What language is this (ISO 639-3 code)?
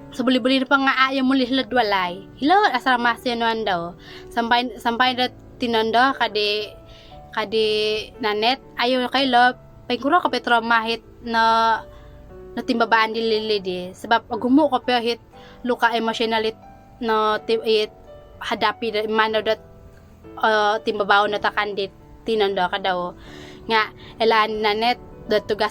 dtp